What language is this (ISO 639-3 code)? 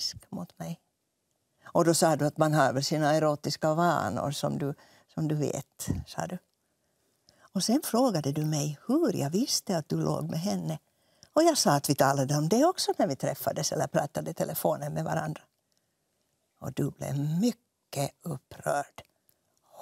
swe